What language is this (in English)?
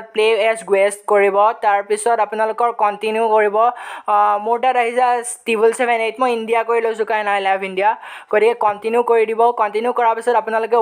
Assamese